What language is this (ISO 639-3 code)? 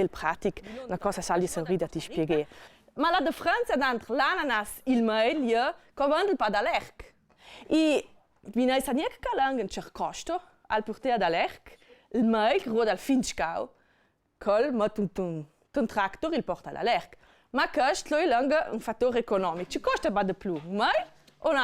lld